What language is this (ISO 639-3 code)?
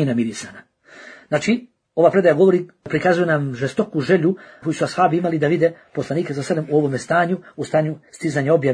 bos